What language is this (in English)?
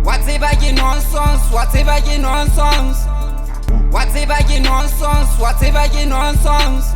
Southern Sotho